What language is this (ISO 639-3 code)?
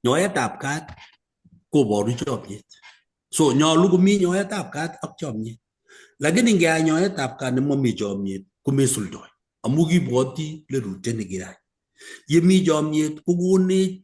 kln